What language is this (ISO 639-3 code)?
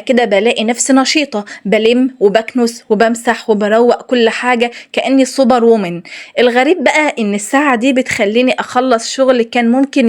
arz